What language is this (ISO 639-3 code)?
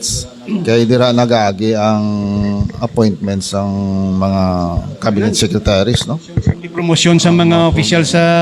hil